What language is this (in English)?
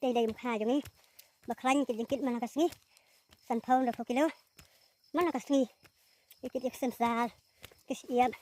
Khasi